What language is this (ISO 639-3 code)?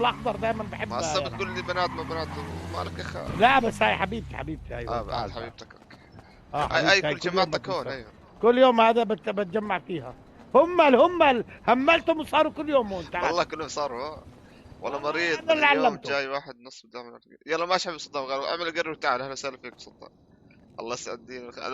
apc